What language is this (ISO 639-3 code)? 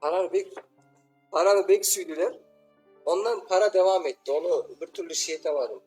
crh